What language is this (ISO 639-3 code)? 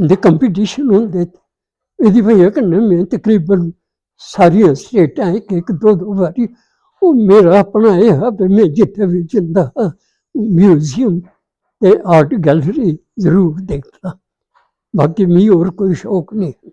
doi